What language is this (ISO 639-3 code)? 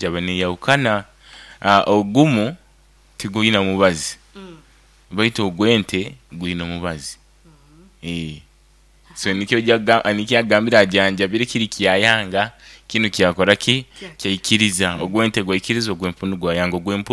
nyo